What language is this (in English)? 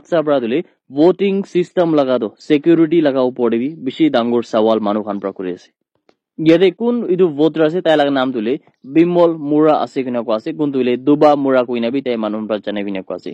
Naga Pidgin